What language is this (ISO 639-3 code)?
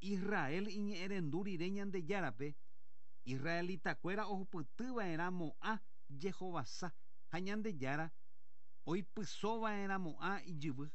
grn